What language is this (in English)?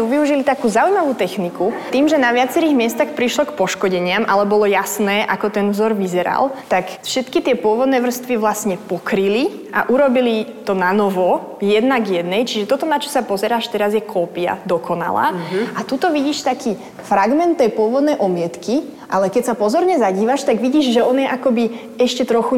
Slovak